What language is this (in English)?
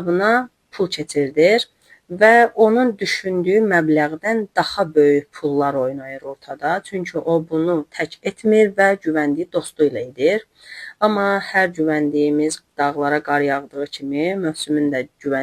Azerbaijani